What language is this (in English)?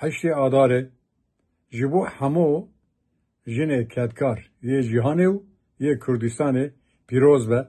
Kurdish